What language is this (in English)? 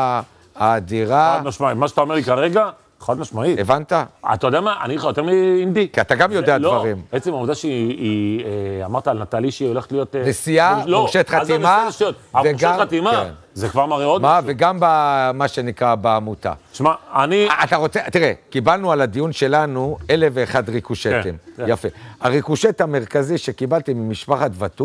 Hebrew